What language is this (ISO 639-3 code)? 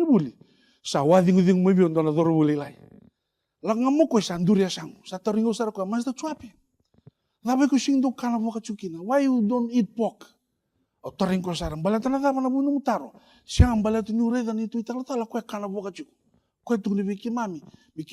fij